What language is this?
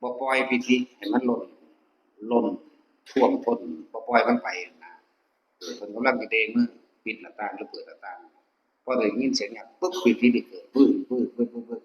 Northeastern Thai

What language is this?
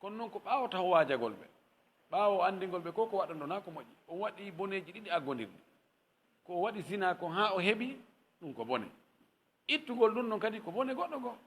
Fula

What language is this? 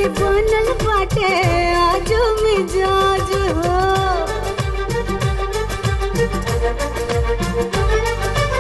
Bhojpuri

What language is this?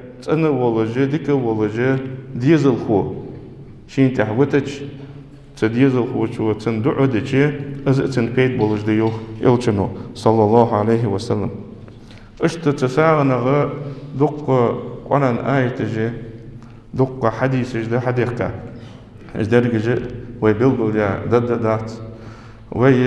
Ingush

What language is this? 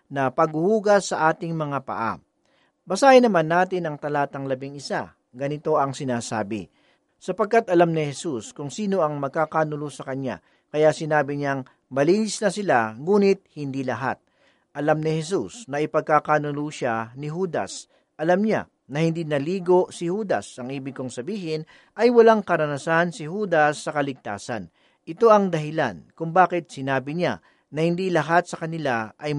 Filipino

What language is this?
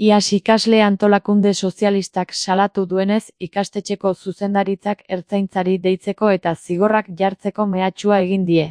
Basque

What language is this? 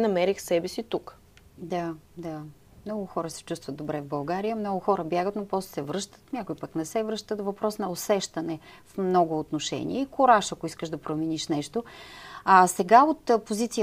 Bulgarian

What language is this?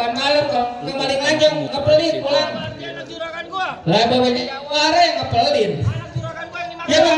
Betawi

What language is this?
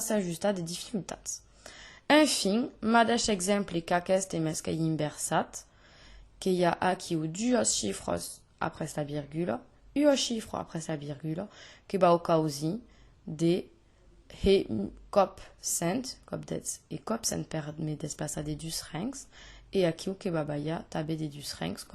Occitan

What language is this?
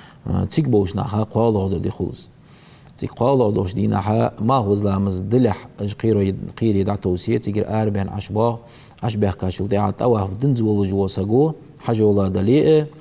Ingush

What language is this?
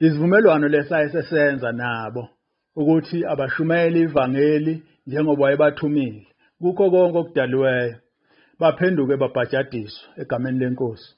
Zulu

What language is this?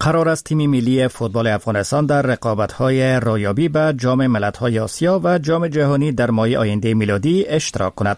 Persian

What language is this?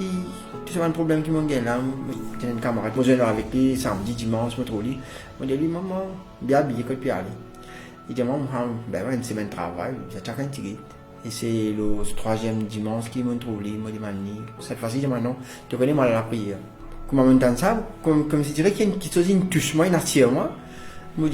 Morisyen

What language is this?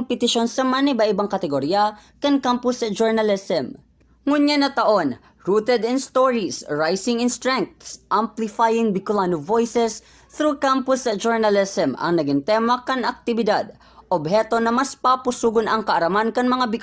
Bikol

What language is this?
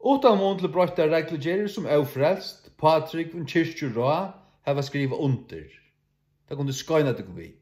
Faroese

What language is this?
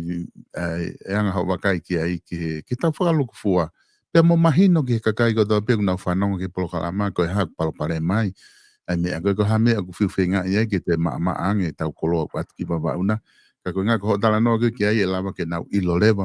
Tongan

